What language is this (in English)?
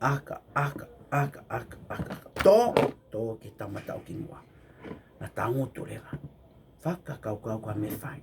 Tongan